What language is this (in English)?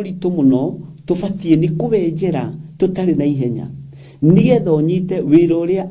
Kikuyu